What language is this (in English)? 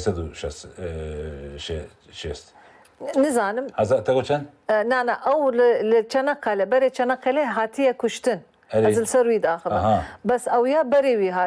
Kurdish